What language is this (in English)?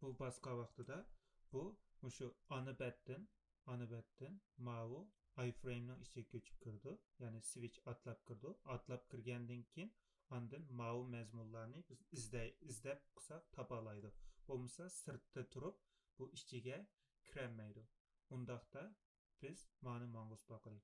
Uyghur